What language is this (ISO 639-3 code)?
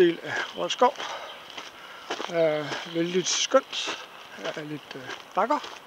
dan